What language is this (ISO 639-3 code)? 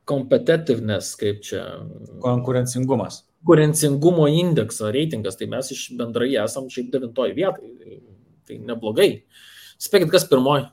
lit